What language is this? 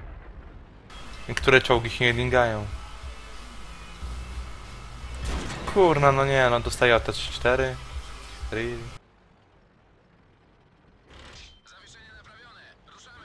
Polish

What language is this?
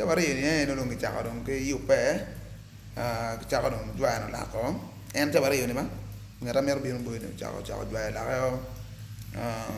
Acoli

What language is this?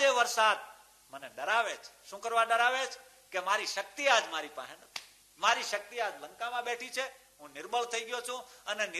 Gujarati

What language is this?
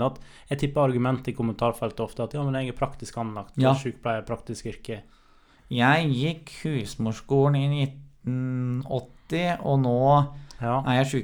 Norwegian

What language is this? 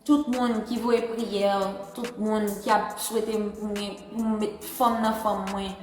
Haitian Creole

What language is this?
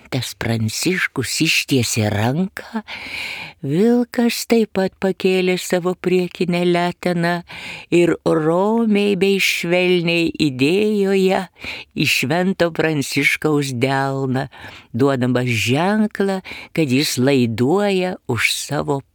Lithuanian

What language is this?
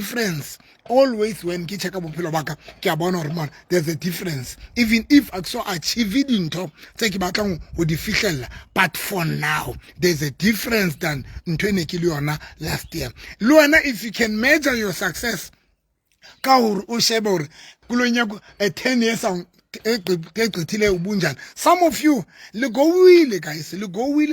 Southern Sotho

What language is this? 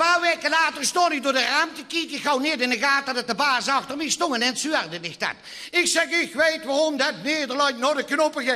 Limburgish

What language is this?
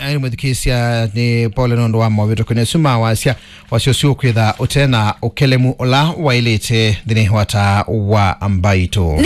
Kamba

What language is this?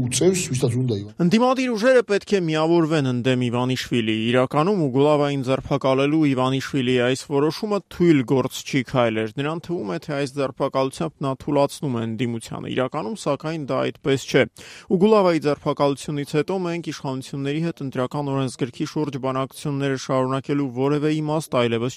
Armenian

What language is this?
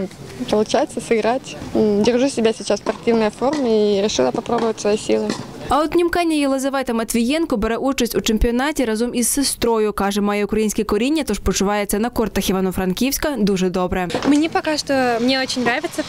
Ukrainian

